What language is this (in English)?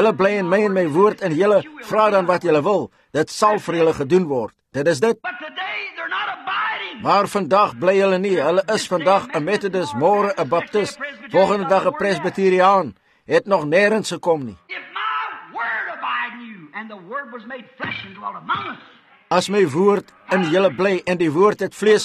Afrikaans